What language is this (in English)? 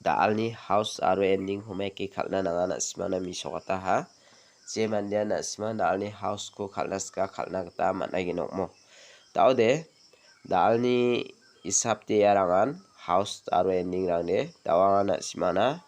Garo